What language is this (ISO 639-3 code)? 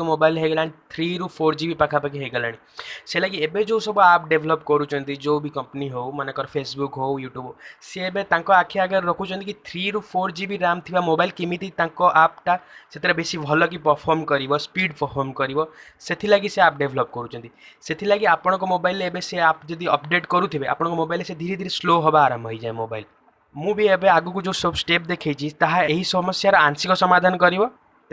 ori